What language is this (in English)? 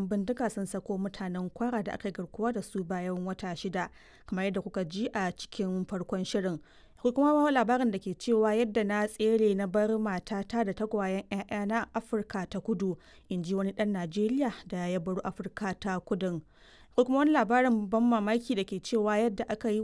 Hausa